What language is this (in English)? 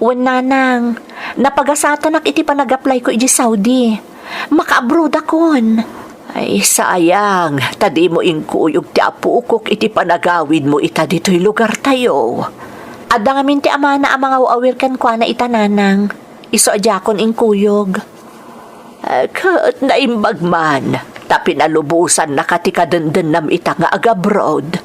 Iloko